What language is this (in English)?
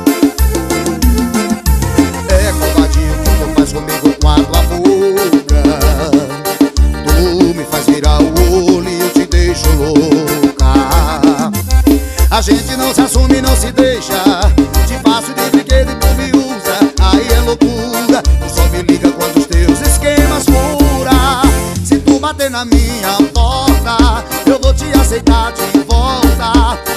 Portuguese